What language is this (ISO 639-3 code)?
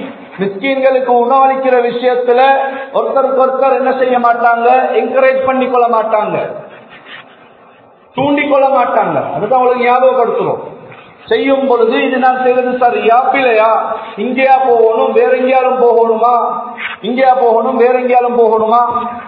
tam